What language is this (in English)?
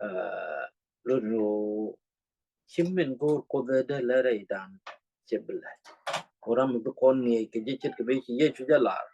Nuer